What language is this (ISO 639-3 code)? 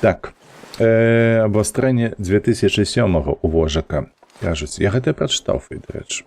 bel